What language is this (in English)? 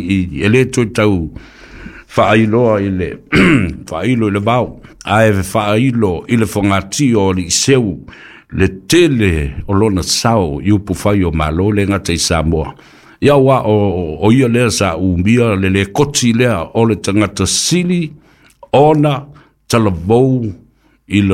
Samoan